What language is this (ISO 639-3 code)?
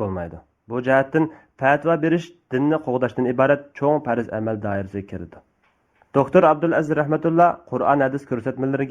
uig